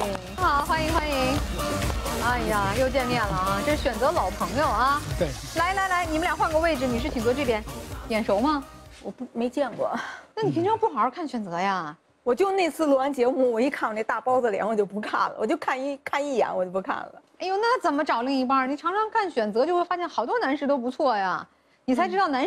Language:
Chinese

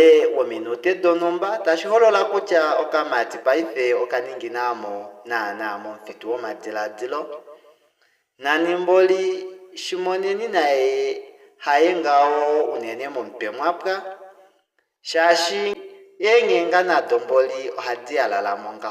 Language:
Kuanyama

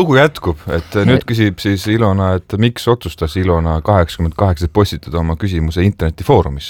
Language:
Estonian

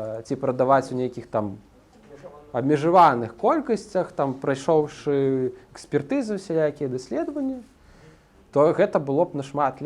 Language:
Belarusian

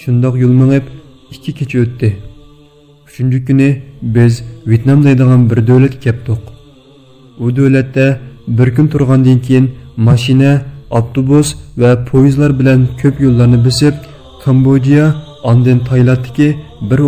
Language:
Uyghur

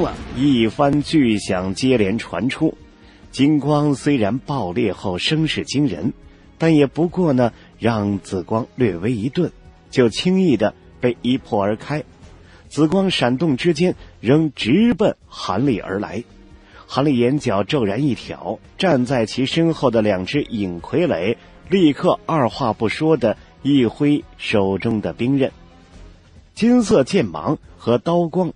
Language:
Chinese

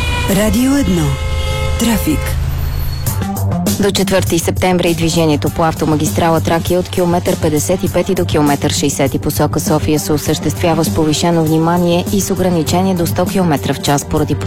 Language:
Bulgarian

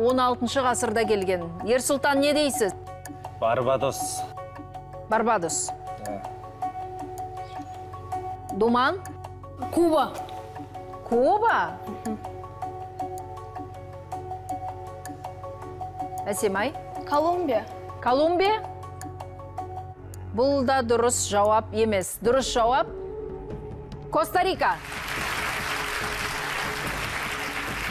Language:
Kazakh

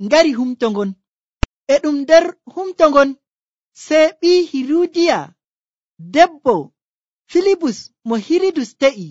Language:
Nigerian Fulfulde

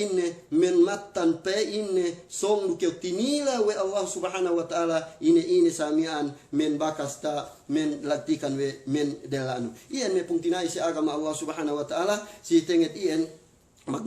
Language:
Yakan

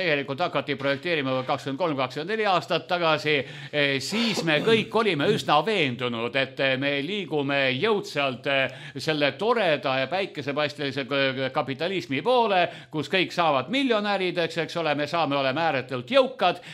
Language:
Estonian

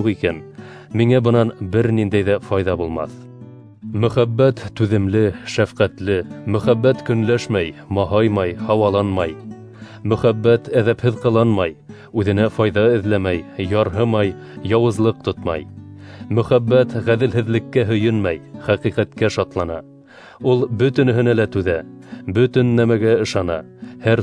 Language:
Bashkir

